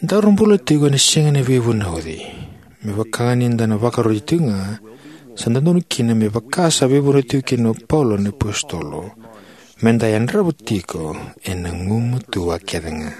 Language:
Fijian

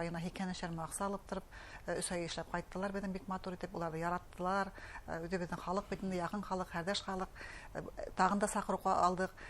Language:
Bashkir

